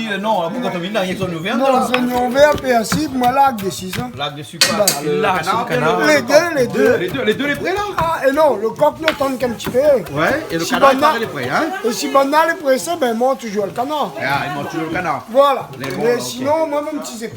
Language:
Réunion Creole French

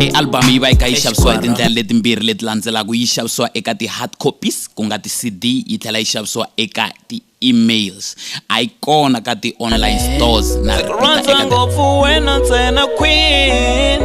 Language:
Tsonga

